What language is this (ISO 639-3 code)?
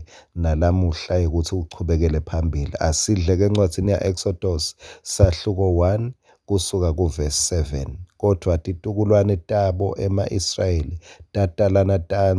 ssw